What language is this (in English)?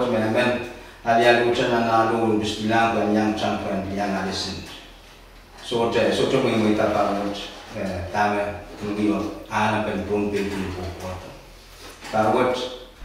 Pohnpeian